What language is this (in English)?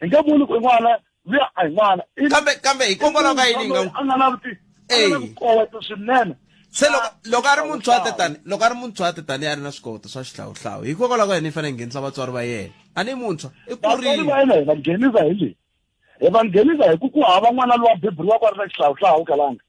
Tsonga